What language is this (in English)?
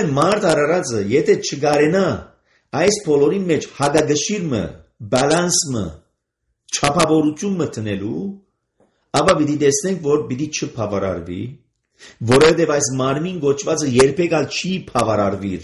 Armenian